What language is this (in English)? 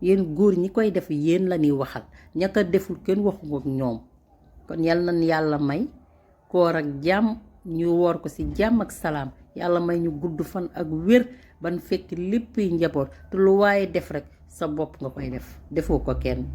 Wolof